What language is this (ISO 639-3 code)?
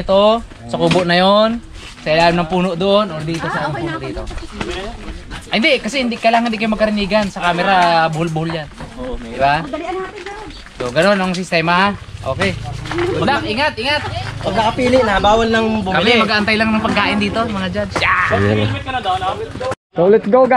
fil